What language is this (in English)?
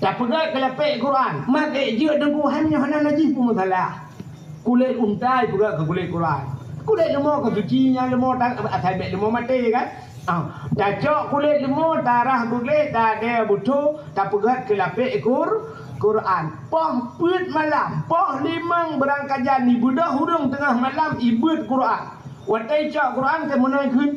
Achinese